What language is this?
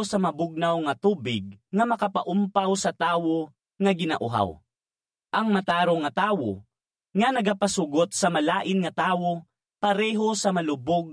Hiligaynon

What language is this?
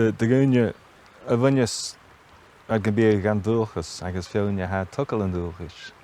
Scottish Gaelic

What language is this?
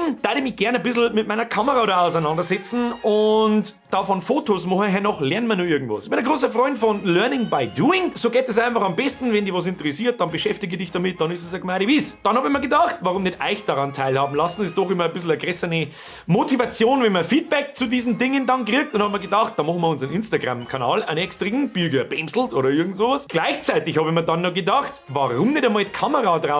Bavarian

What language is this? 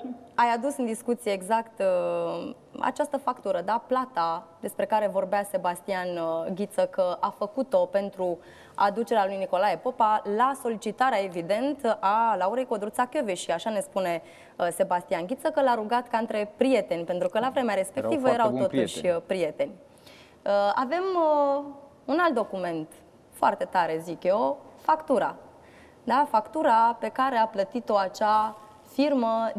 Romanian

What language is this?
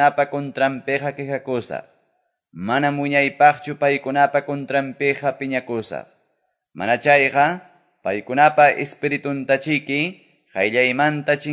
Quechua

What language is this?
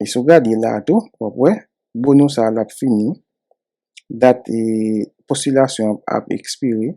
Haitian Creole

